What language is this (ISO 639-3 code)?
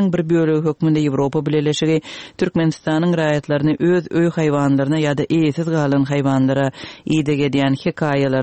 tuk